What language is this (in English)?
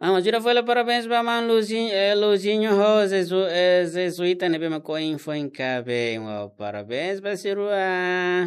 Tetum